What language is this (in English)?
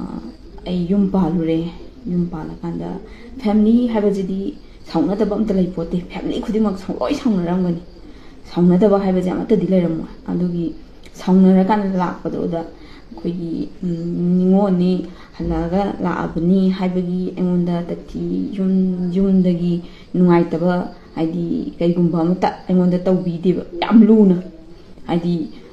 Manipuri